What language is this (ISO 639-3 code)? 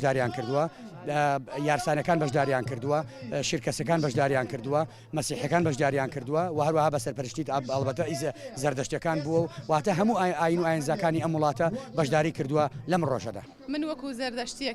ckb